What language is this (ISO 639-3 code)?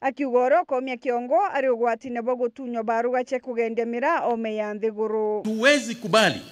mer